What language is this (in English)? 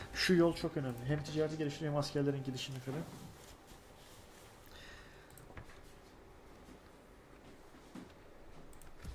Turkish